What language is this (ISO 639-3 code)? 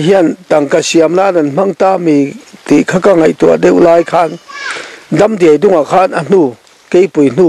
lus